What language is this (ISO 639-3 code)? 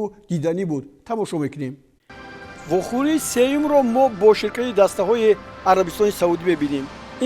tgk